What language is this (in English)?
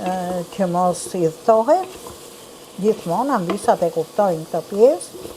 Albanian